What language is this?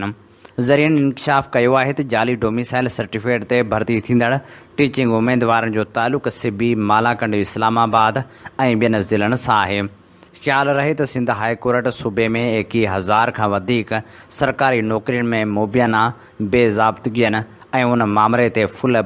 Sindhi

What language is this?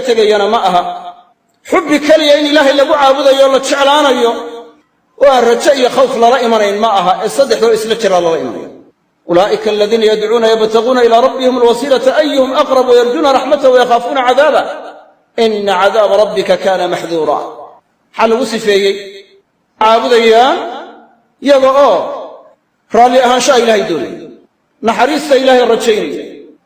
Somali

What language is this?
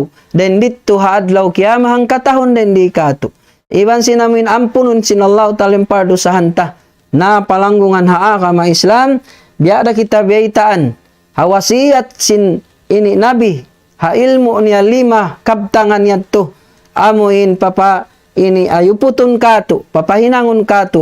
Tausug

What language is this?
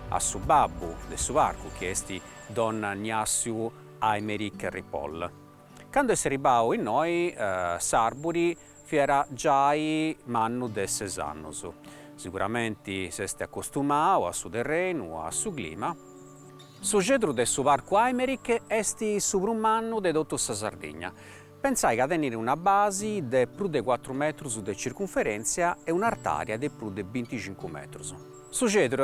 Sardinian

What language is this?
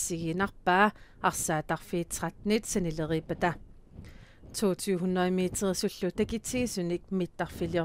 Kalaallisut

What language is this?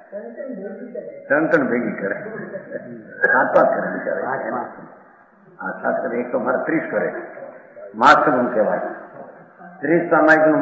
Gujarati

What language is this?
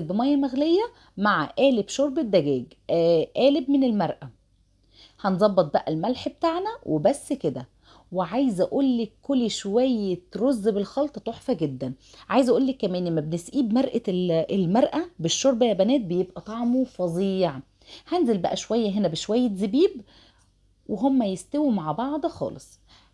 Egyptian Arabic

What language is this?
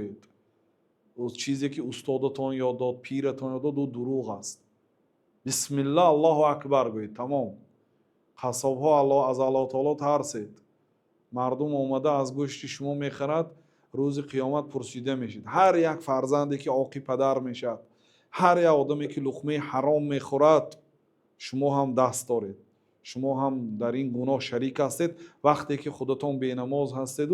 Tajik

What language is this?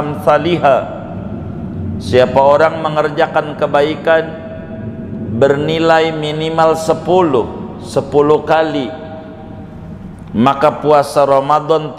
Indonesian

